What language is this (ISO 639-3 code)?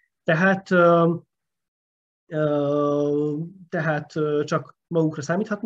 hun